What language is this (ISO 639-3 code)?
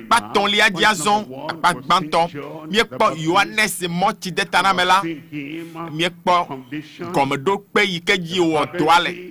ewe